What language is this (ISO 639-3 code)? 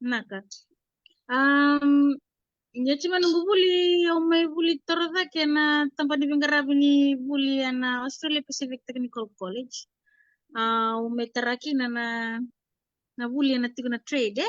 fij